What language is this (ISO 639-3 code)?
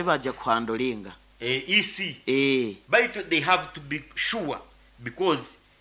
nyo